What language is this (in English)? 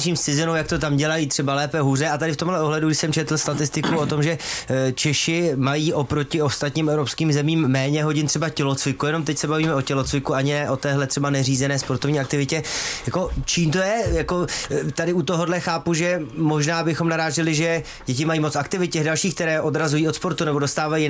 Czech